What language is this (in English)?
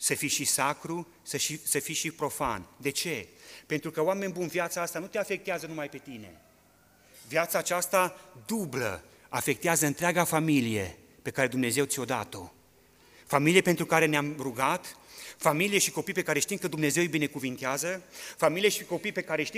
Romanian